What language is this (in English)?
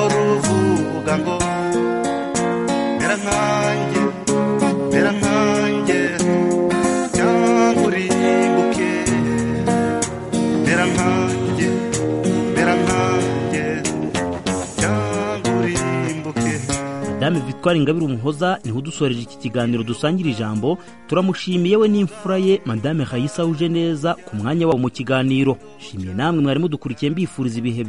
Kinyarwanda